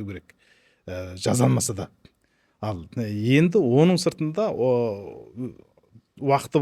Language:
Kazakh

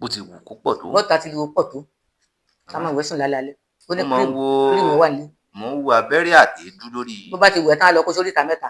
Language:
Yoruba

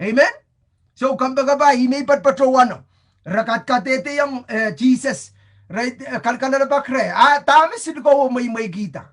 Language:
Pohnpeian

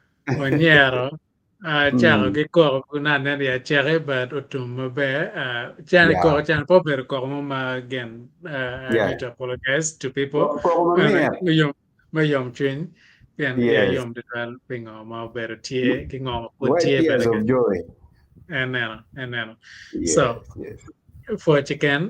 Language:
Acoli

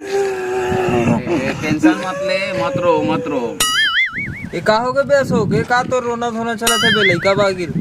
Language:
Chhattisgarhi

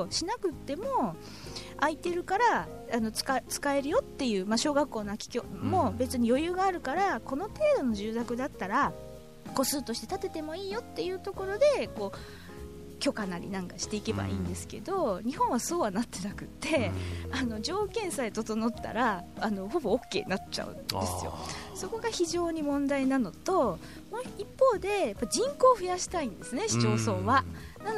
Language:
Japanese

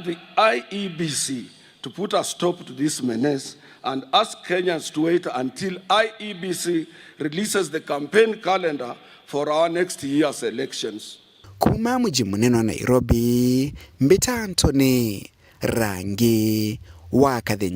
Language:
Meru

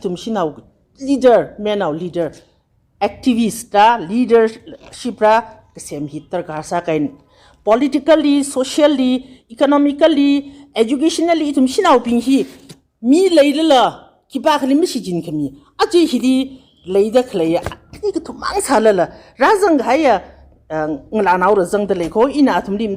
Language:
Tangkhul Naga (India)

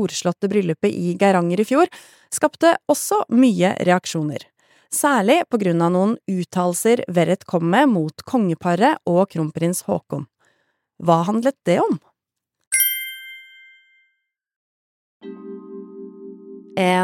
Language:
Norwegian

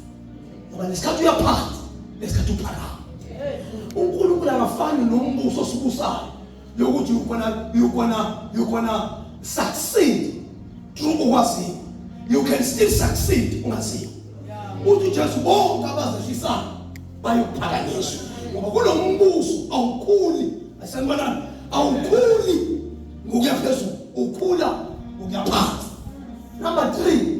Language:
Zulu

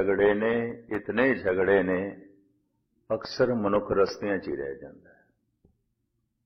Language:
Punjabi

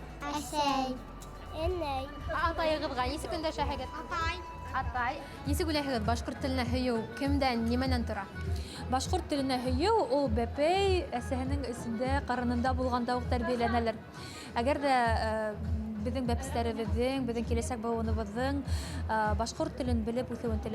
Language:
Bashkir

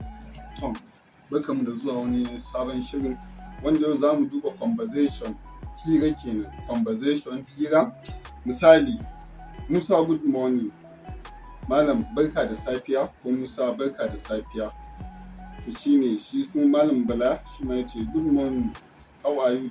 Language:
Hausa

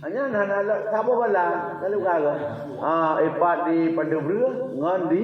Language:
Achinese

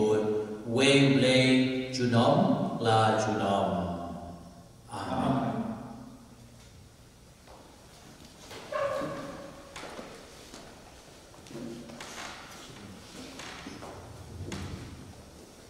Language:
Khasi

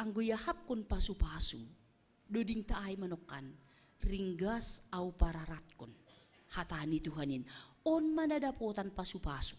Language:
Batak Simalungun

